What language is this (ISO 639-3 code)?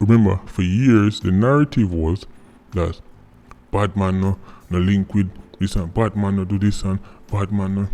jam